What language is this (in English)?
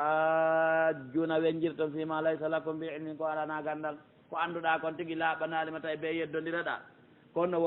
Pular